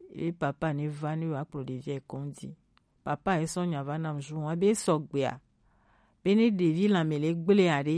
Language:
Gen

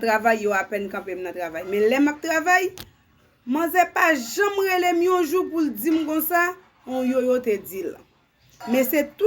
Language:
Haitian Creole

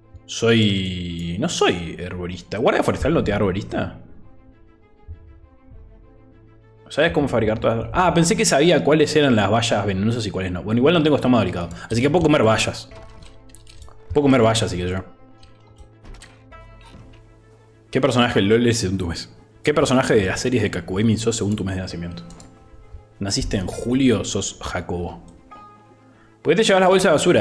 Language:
Spanish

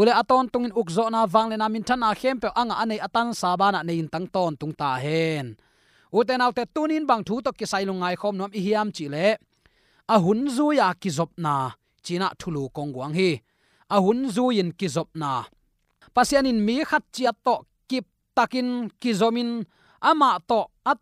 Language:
Tedim Chin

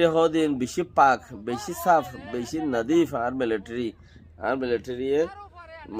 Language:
Rohingya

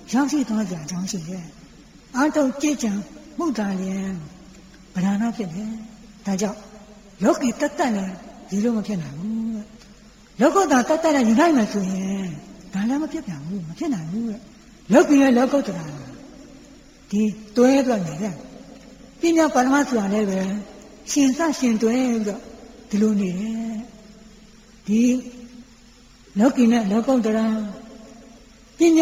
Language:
Burmese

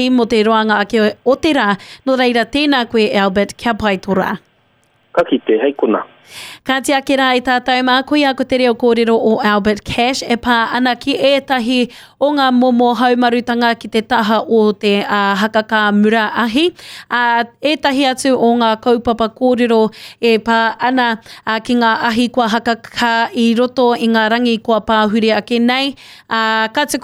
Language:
Māori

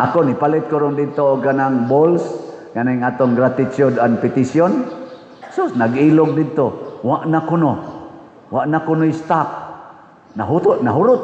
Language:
Cebuano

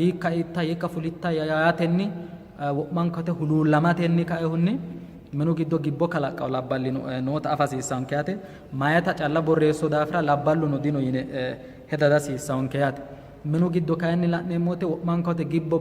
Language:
Sidamo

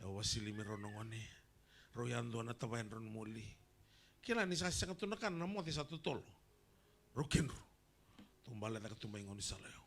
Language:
Fijian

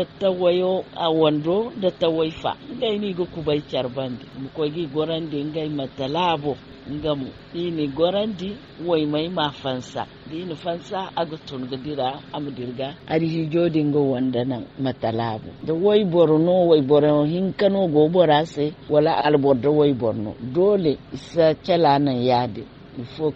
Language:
Zarma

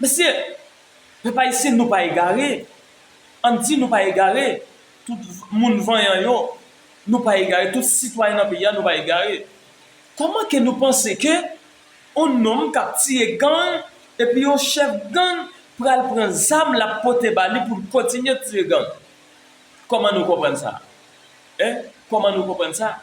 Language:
Haitian Creole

